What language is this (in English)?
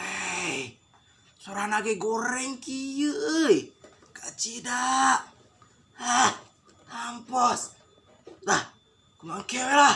Sundanese